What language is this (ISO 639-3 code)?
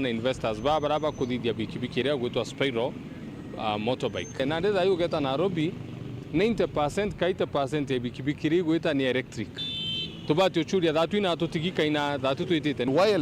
mer